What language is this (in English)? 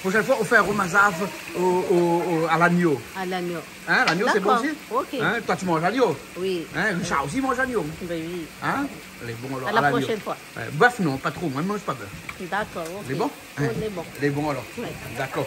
Réunion Creole French